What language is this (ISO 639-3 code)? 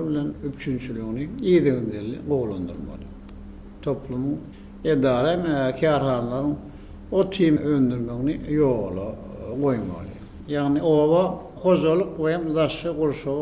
tuk